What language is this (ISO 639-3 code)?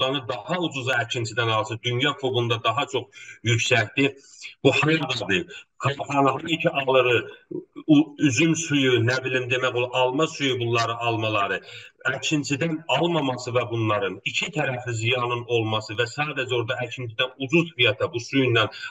azb